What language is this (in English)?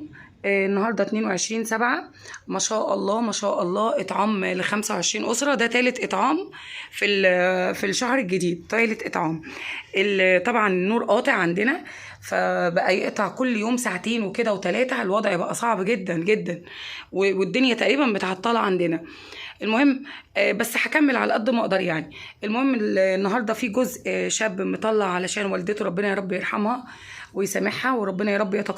Egyptian Arabic